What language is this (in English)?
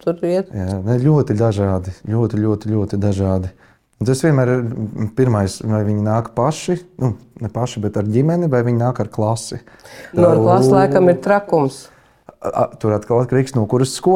Latvian